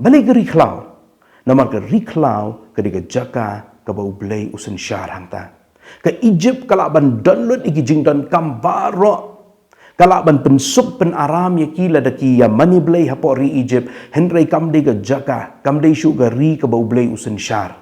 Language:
Khasi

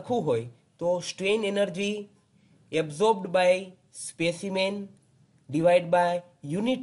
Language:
Gujarati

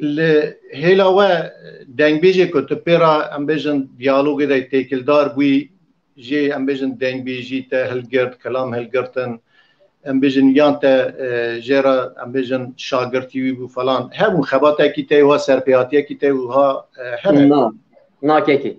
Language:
Kurdish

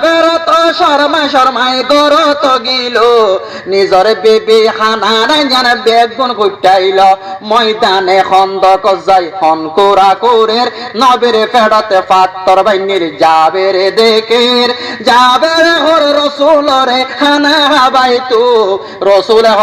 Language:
Rohingya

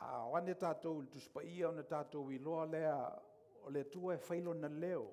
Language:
Samoan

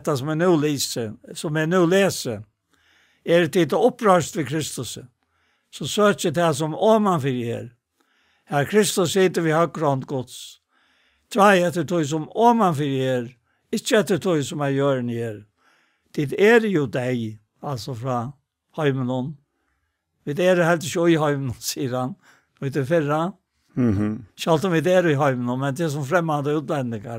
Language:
Faroese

